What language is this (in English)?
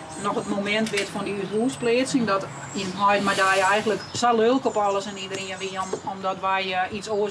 Western Frisian